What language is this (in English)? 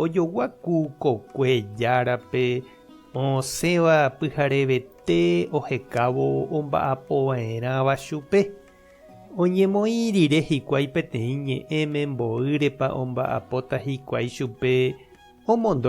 Guarani